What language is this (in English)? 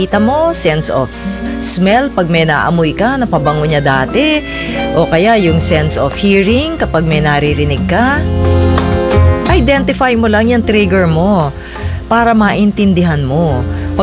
Filipino